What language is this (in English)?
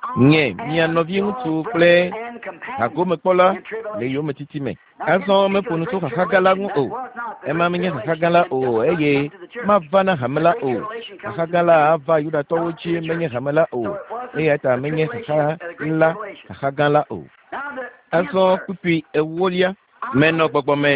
Ewe